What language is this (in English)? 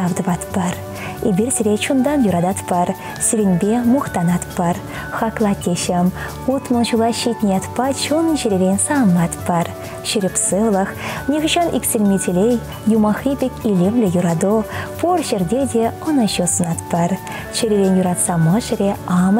Chuvash